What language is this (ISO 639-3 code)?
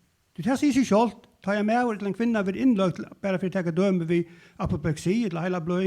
fao